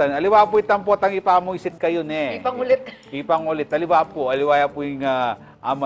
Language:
Pampanga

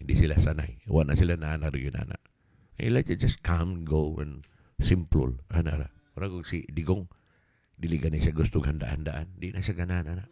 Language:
Cebuano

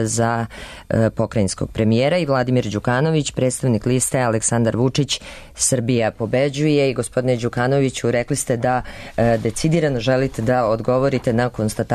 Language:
Serbian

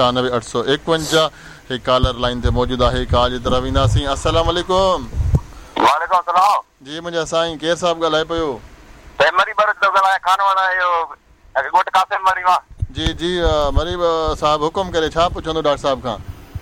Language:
Sindhi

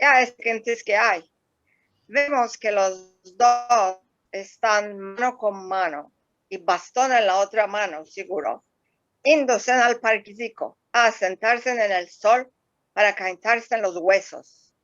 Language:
Ladino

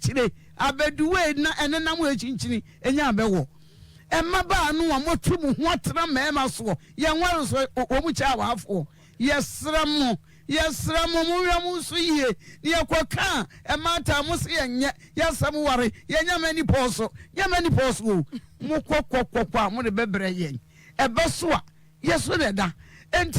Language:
Akan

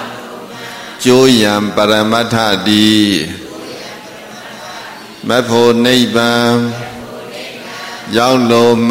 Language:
Burmese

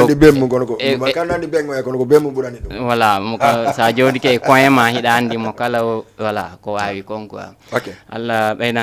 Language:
Fula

